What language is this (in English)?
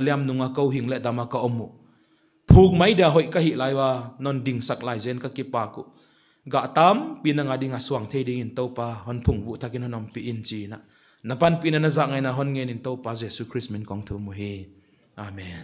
Paite Chin